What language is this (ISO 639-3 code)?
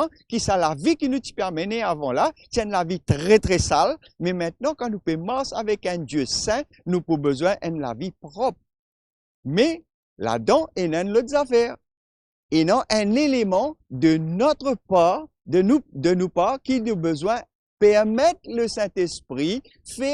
mfe